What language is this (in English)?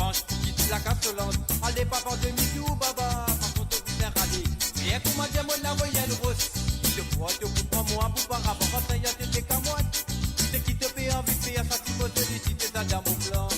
Morisyen